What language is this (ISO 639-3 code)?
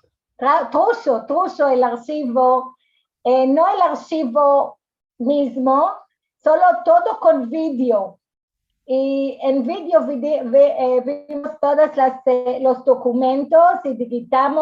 lad